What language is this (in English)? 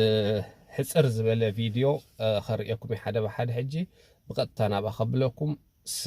Tigrinya